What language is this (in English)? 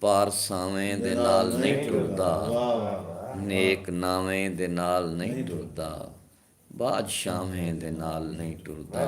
Saraiki